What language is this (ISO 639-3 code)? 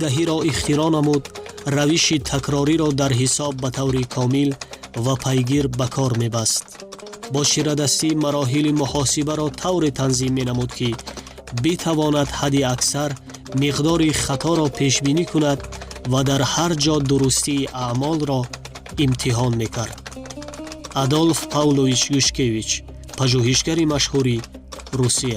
tgk